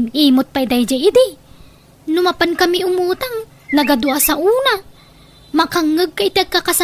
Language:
Iloko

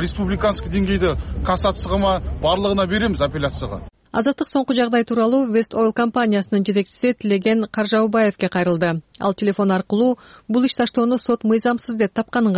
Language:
Kyrgyz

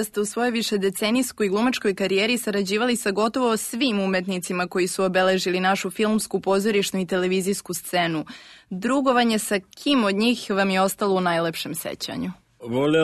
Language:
Serbian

